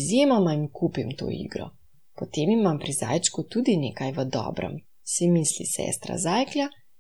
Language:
Slovenian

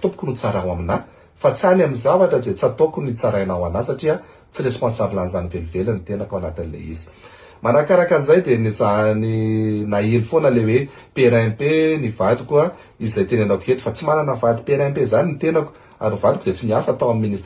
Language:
Malagasy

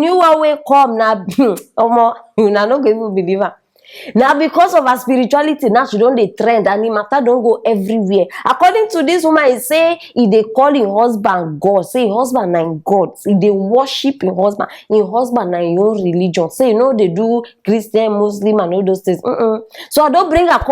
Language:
Nigerian Pidgin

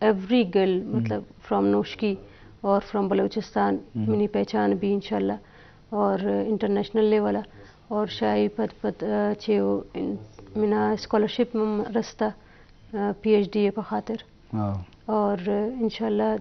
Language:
Baluchi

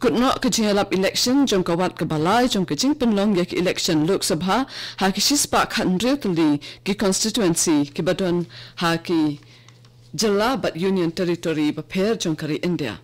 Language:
Khasi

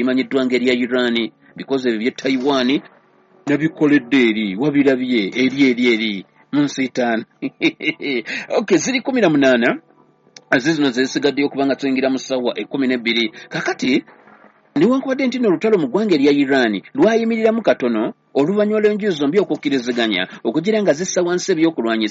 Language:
Ganda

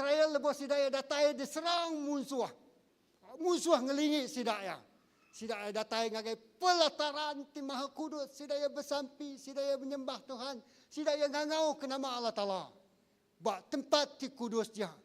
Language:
Iban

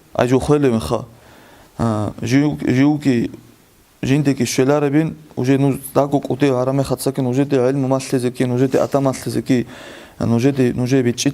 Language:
Avaric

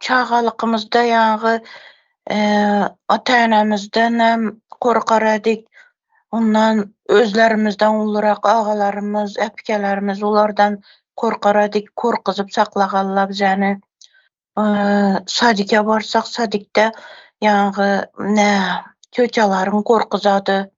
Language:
Turkmen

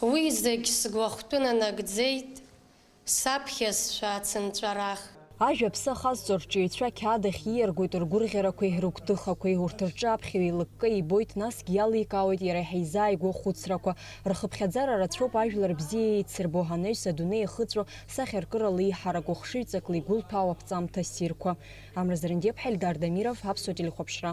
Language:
Abkhazian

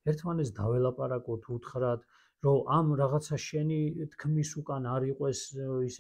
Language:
Georgian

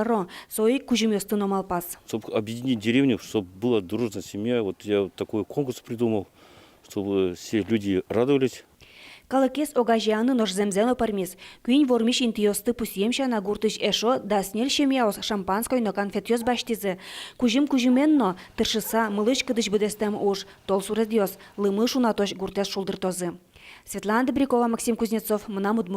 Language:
Udmurt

